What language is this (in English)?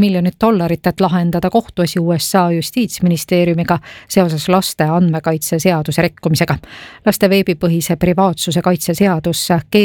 Estonian